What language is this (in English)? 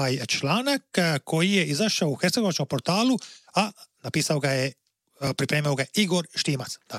Croatian